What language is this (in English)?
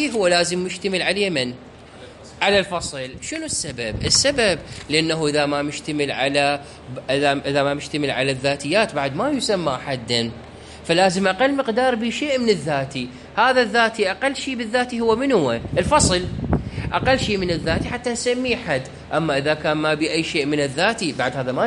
Mesopotamian Arabic